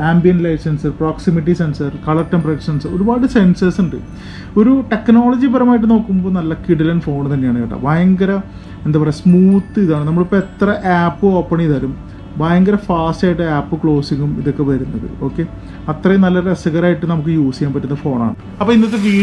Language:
Malayalam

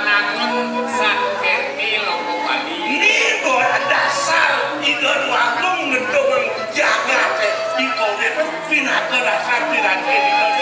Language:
Balinese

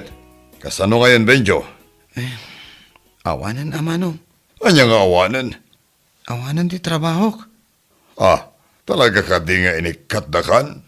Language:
Iloko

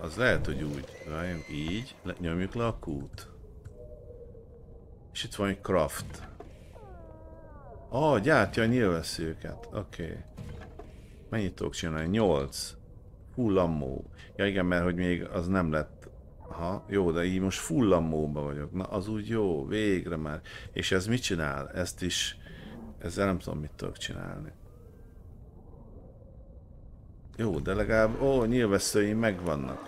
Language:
Hungarian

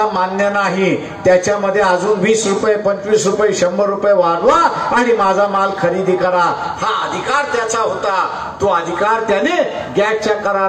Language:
Marathi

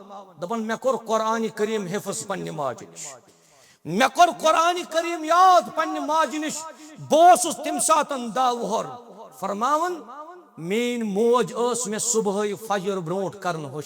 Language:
Kashmiri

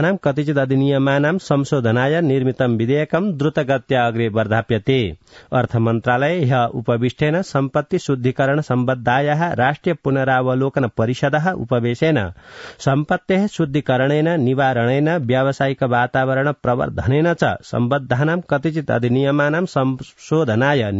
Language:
Sanskrit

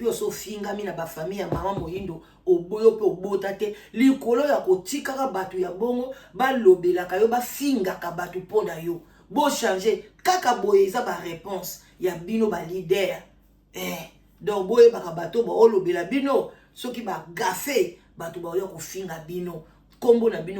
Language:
Lingala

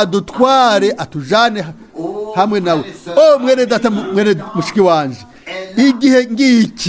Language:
Rundi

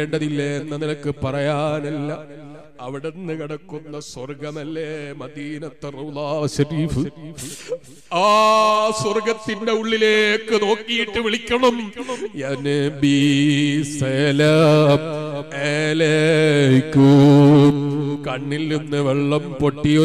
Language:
Malayalam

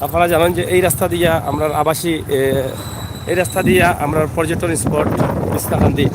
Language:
Sylheti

